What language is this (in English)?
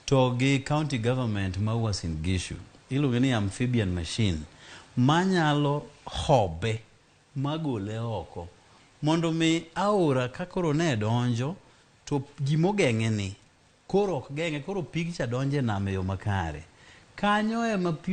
Luo (Kenya and Tanzania)